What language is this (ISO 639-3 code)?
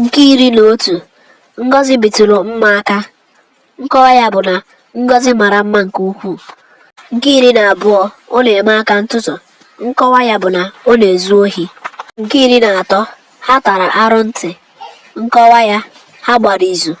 ibo